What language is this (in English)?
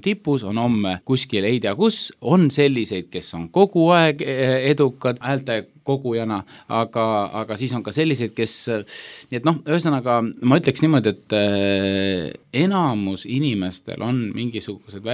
Estonian